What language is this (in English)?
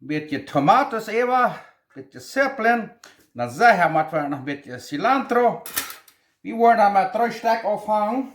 Plautdietsch